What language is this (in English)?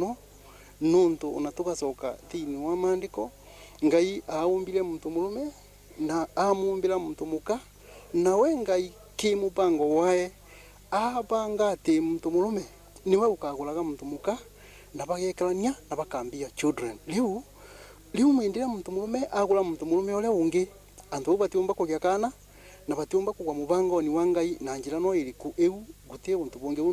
Meru